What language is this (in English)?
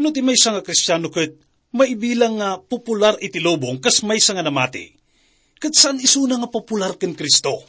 Iloko